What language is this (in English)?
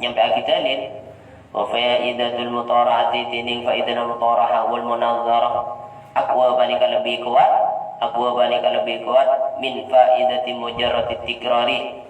Madurese